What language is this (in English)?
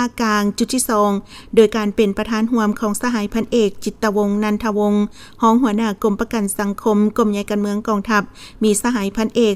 Lao